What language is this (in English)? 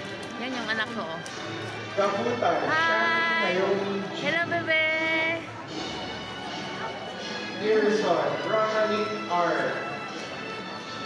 Filipino